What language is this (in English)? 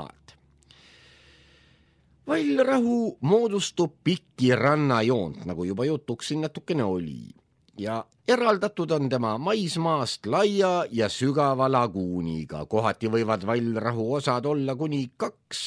Estonian